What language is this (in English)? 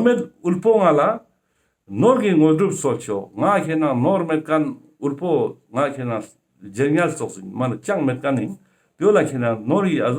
Ladakhi